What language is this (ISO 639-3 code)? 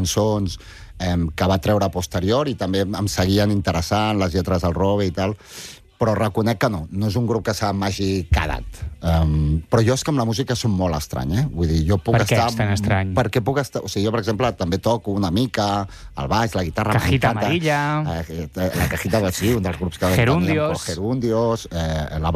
cat